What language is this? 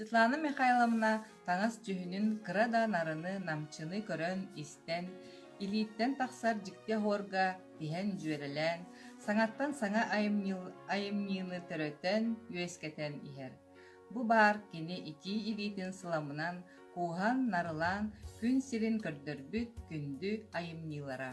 Yakut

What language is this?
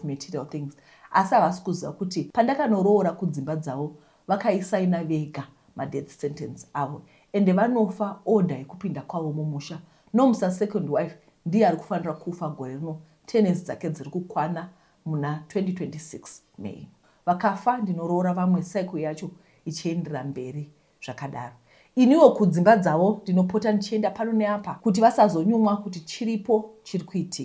Shona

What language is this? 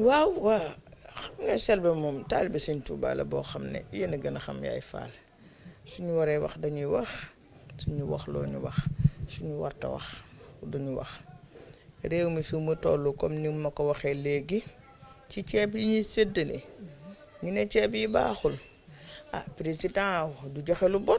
Wolof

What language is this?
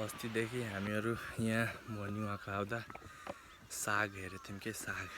Nepali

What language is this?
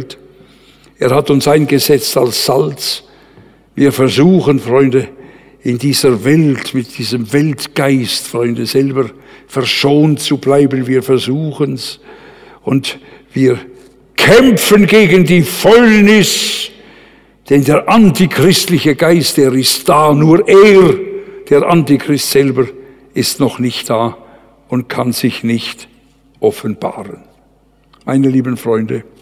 German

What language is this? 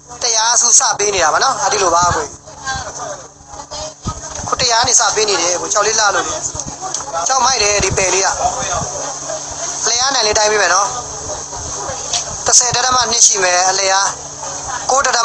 Burmese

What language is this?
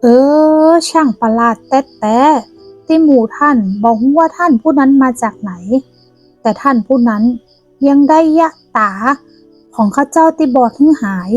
Northern Thai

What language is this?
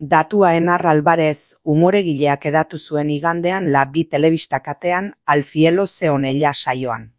Basque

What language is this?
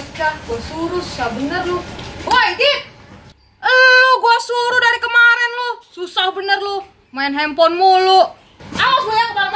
Betawi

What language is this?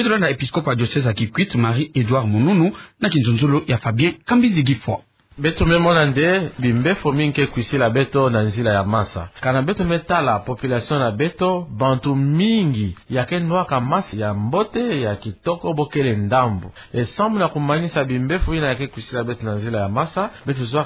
Kituba (Democratic Republic of Congo)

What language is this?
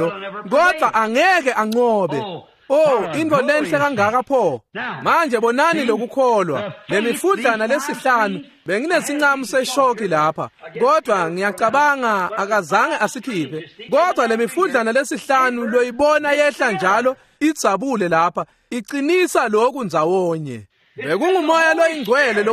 Swati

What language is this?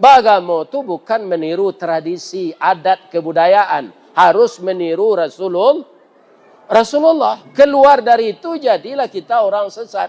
Minangkabau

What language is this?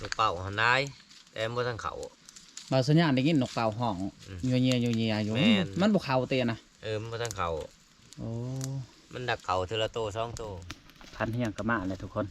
Lao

